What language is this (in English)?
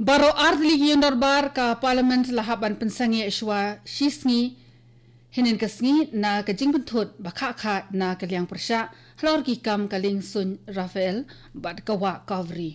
Khasi